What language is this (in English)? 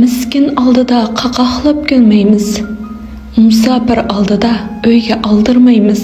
Uyghur